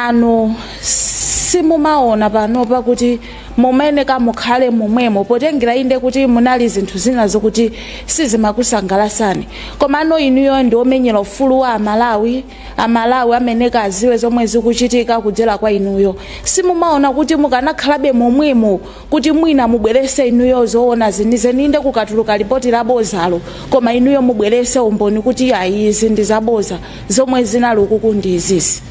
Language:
Nyanja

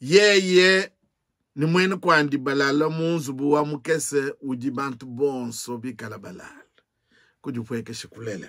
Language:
Luba-Lulua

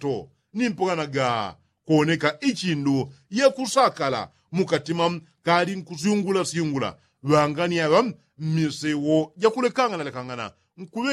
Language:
Yao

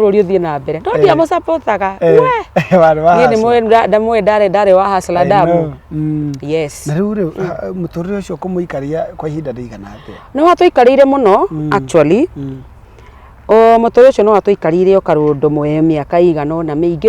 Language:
Kikuyu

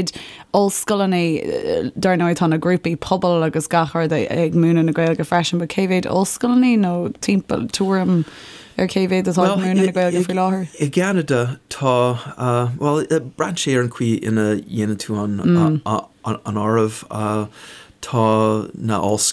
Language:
Irish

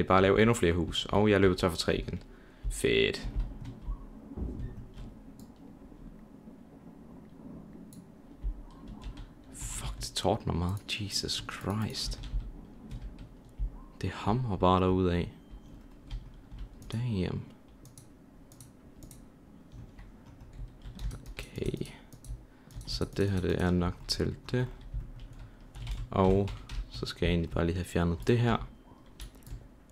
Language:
Danish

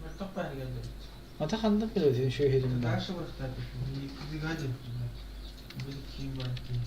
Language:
Yakut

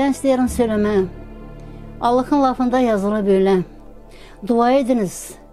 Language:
Gagauz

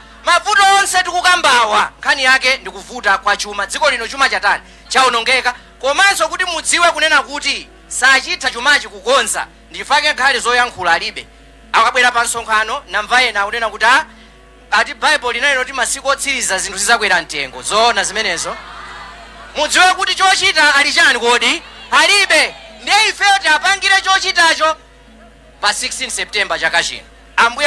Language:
Nyanja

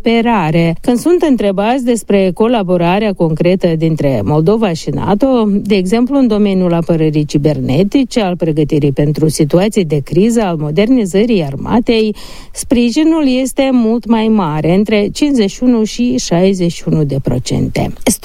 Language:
Romanian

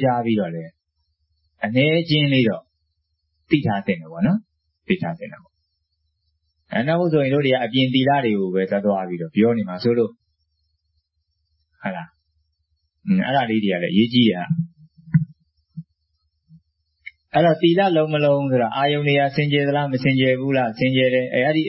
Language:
Burmese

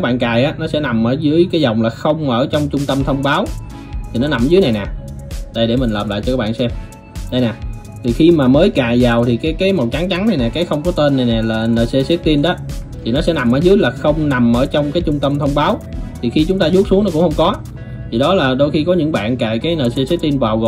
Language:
Vietnamese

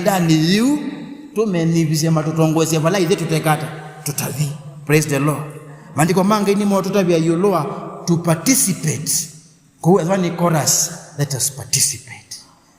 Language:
Kamba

